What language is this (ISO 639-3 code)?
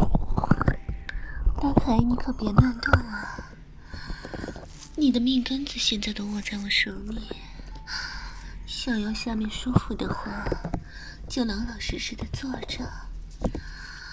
zho